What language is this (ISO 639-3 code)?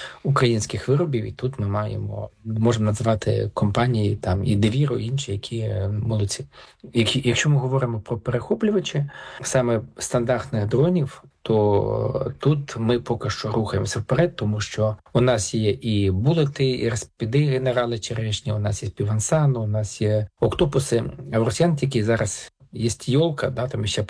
ukr